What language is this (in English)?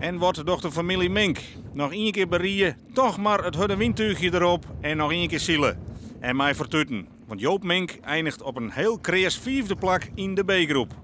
Western Frisian